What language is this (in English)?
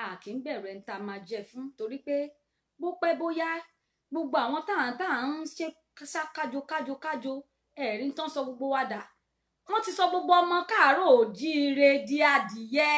Yoruba